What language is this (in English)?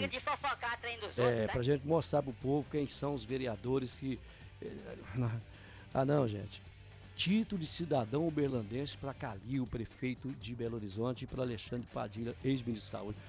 Portuguese